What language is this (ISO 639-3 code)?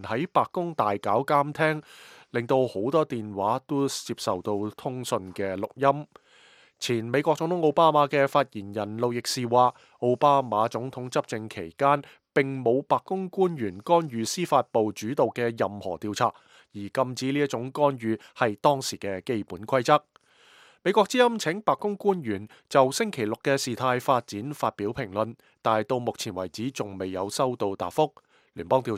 yue